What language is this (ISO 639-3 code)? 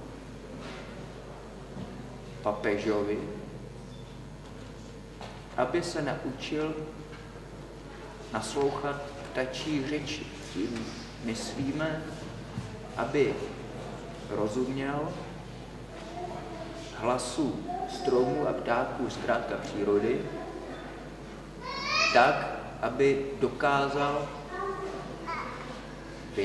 ces